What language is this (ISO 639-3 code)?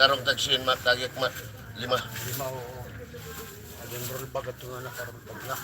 war